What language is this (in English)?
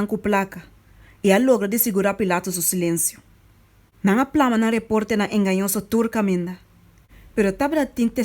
Papiamento